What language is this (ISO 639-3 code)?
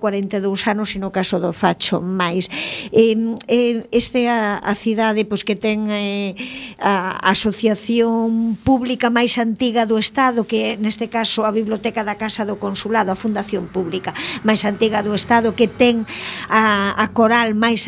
glg